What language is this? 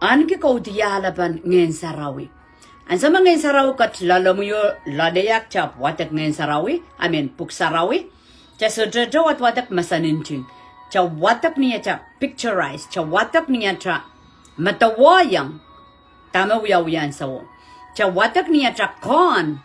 Pohnpeian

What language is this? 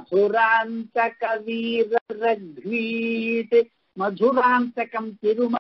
Tamil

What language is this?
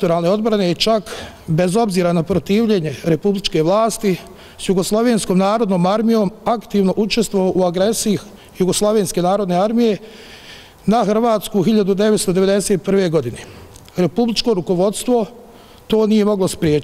Bosnian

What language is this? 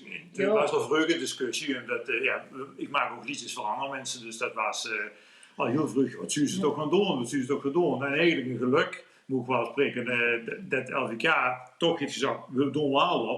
Limburgish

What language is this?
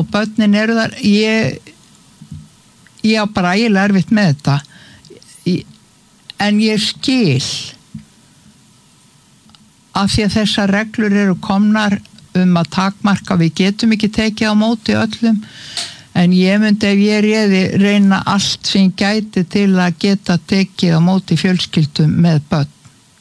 Icelandic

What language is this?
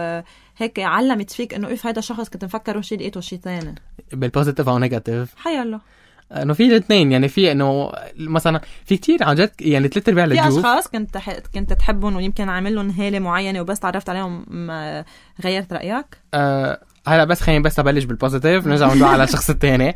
North Levantine Arabic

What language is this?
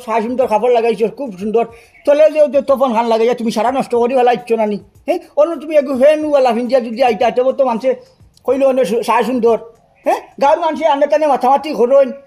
Sylheti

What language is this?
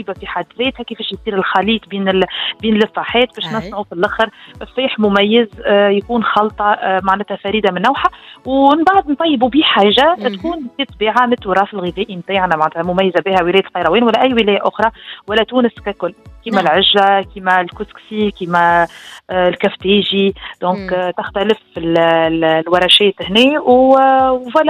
Tunisian Arabic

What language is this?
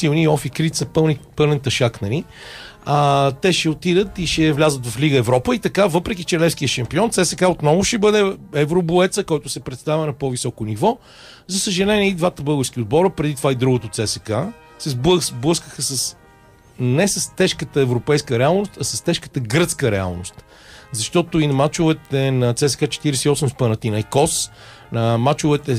Bulgarian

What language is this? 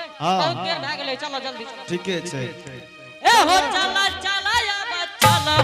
Angika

